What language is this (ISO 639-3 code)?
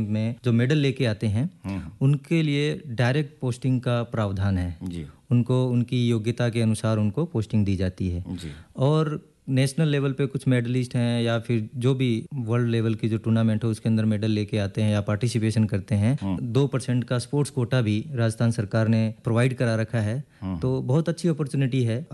hin